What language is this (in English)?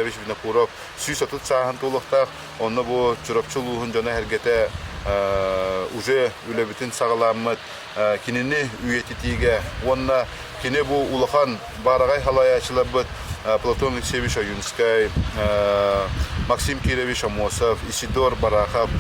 Yakut